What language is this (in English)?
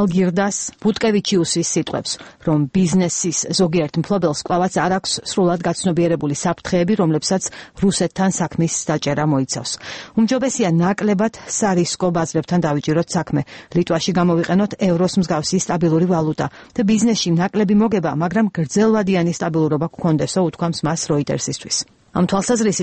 Georgian